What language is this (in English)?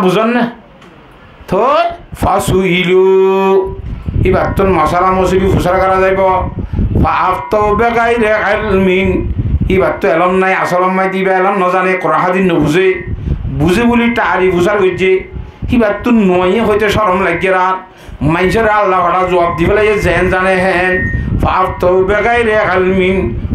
Rohingya